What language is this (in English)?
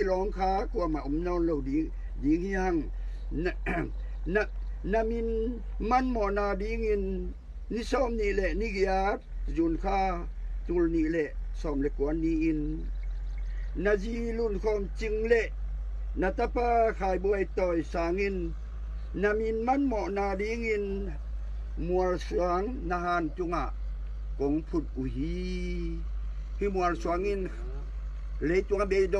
Tedim Chin